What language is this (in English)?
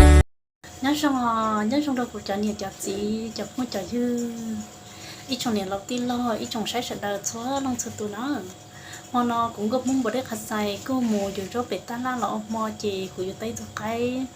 Hmong